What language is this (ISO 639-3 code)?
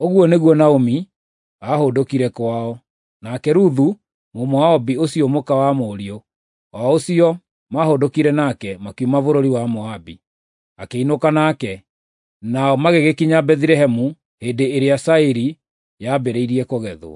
kik